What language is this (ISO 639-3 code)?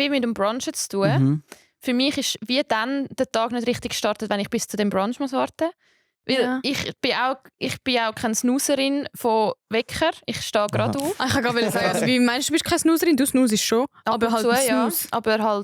gsw